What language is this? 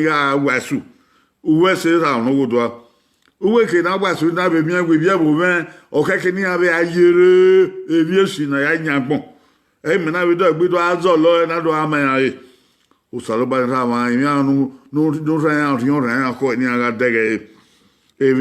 Bini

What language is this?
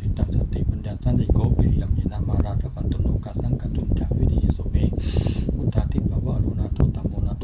Pali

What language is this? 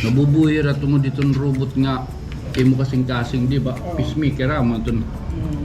Waray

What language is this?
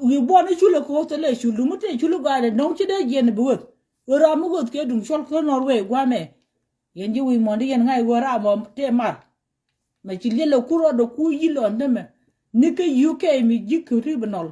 Nuer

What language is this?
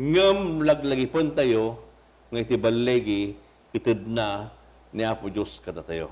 Iloko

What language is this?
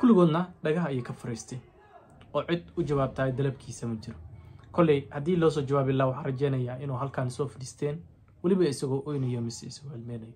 Somali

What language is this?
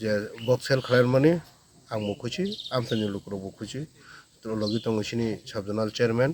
Kok Borok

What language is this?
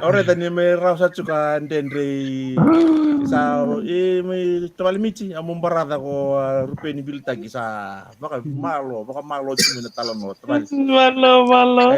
Fijian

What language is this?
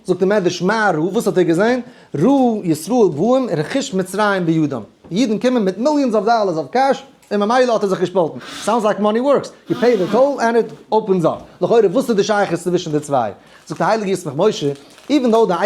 Yiddish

